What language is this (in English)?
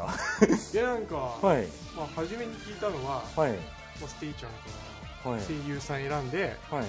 Japanese